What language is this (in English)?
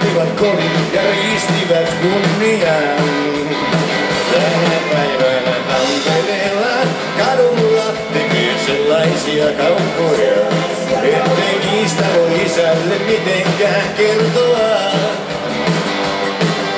Finnish